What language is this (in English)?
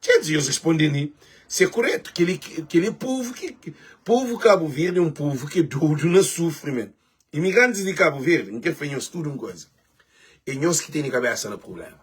Kabuverdianu